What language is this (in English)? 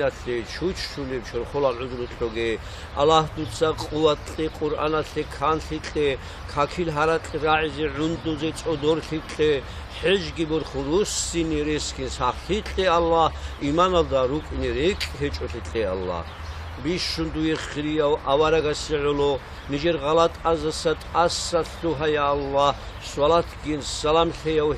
Avaric